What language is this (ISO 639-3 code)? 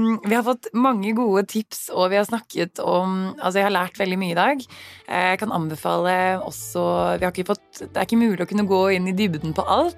nor